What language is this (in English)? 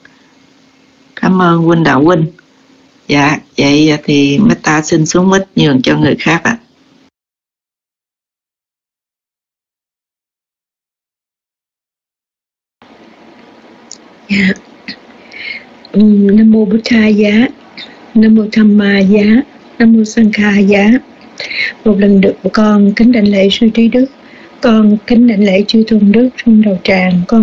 Vietnamese